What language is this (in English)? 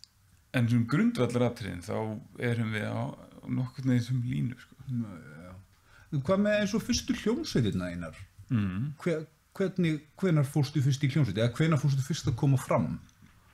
Icelandic